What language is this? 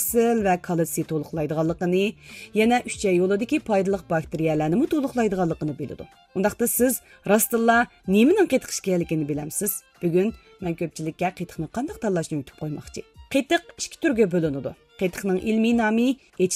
Uyghur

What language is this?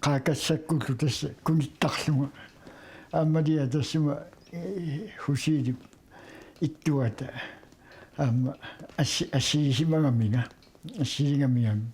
Kalaallisut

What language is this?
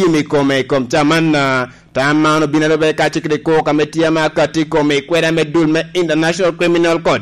Lango (Uganda)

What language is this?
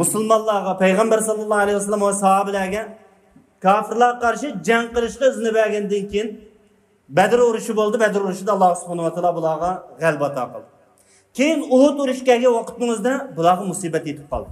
Uyghur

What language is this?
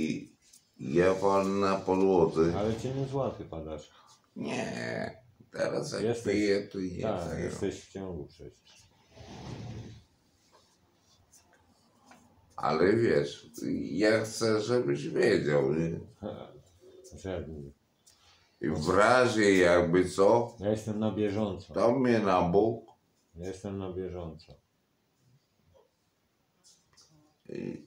Polish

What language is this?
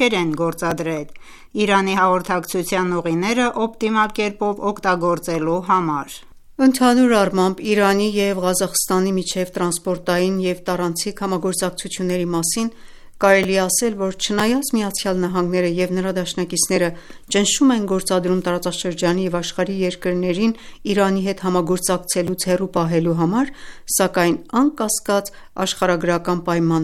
Armenian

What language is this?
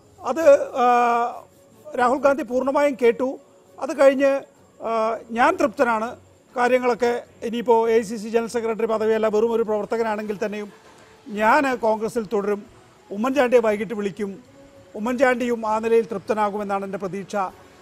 Malayalam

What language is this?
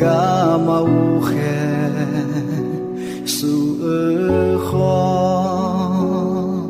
Akha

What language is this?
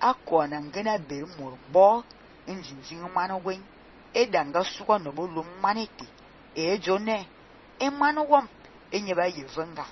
Fang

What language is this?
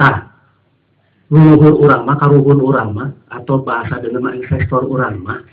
Sundanese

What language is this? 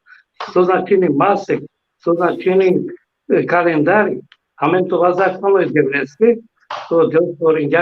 Balkan Romani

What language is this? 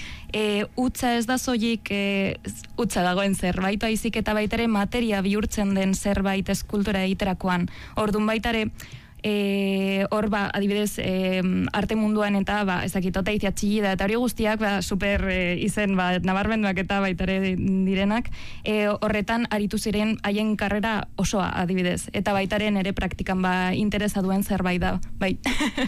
Basque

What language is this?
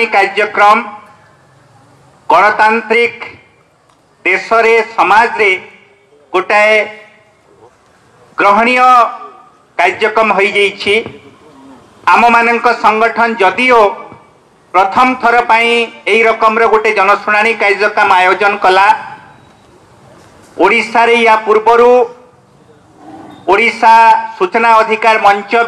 Odia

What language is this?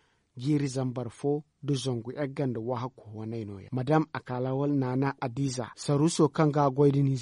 Zarma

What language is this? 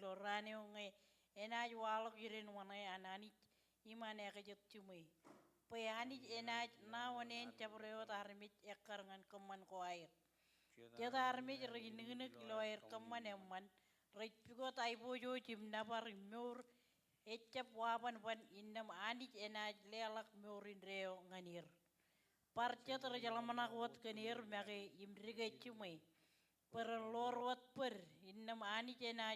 Marshallese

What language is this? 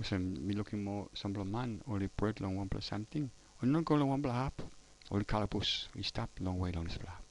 Tok Pisin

